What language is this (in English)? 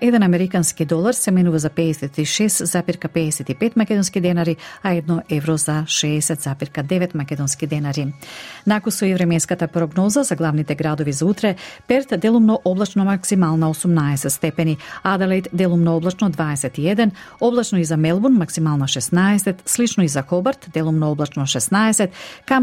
Macedonian